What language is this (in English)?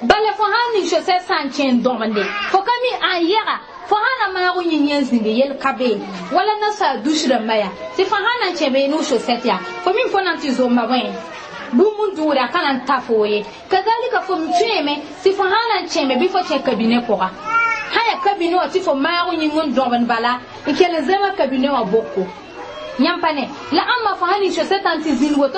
Mossi